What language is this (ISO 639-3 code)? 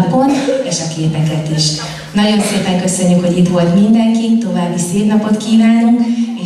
hun